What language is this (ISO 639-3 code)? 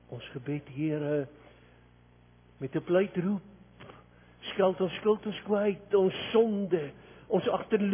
afr